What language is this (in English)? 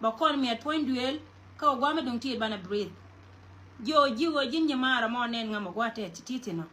Nuer